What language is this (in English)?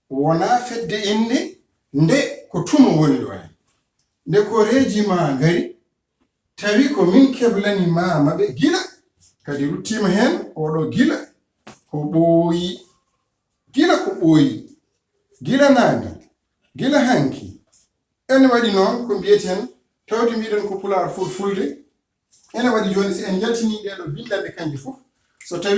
Fula